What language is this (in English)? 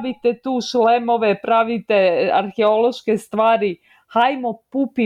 Serbian